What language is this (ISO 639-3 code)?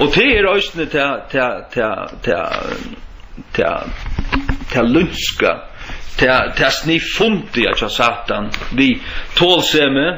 fao